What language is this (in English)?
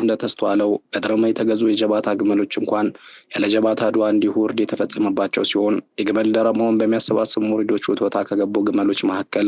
Amharic